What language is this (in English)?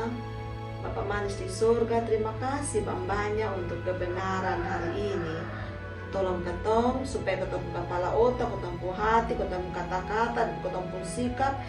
Kupang Malay